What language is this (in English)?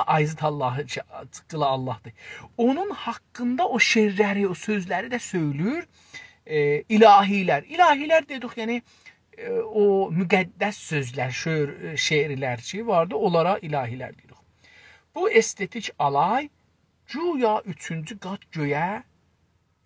South Azerbaijani